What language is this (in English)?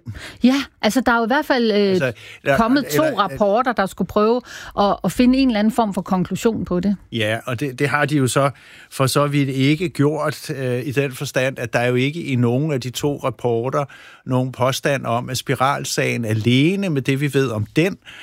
Danish